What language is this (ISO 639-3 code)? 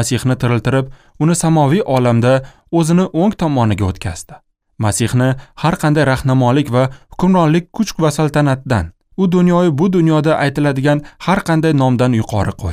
uzb